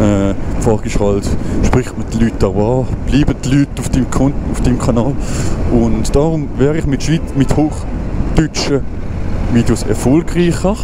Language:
Swiss German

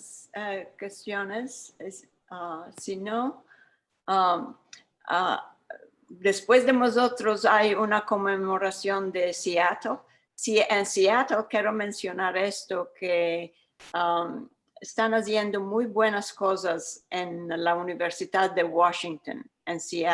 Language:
Ladino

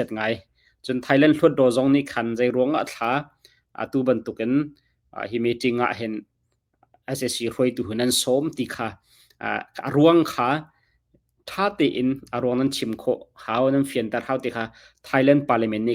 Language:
Hakha Chin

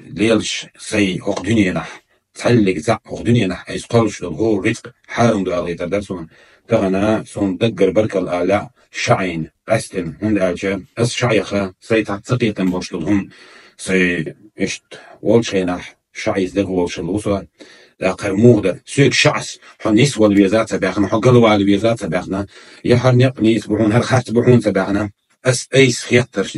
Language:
Chechen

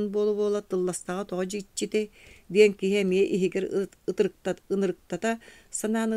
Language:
Yakut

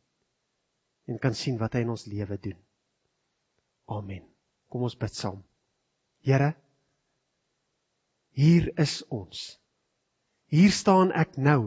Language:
Afrikaans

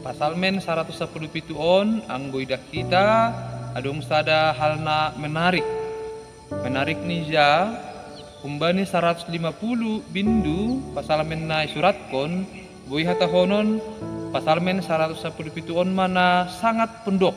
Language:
Batak Simalungun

